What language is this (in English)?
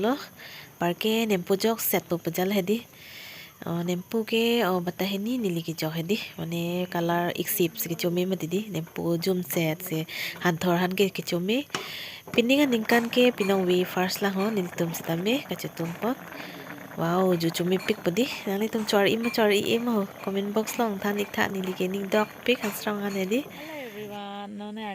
Karbi